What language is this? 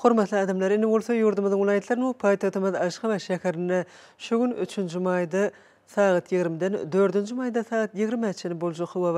Turkmen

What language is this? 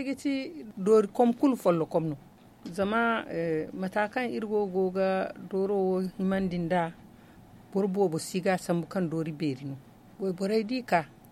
Zarma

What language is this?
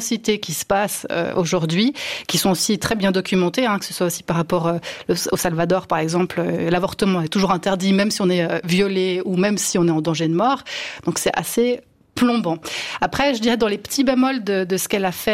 French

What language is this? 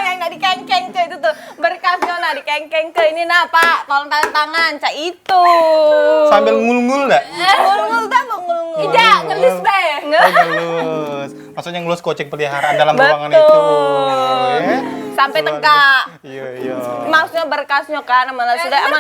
Musi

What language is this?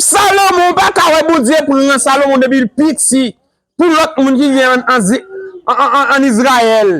Haitian Creole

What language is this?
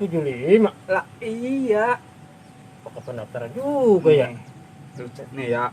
Betawi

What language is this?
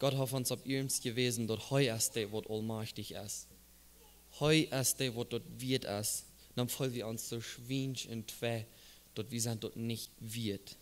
Plautdietsch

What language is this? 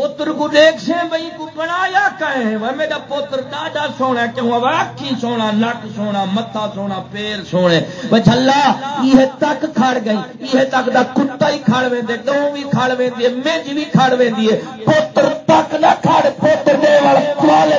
Saraiki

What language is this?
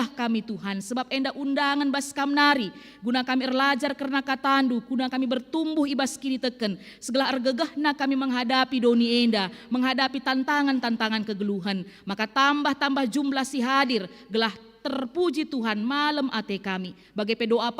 Batak Karo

